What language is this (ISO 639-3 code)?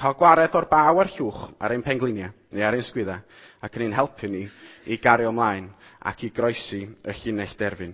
cym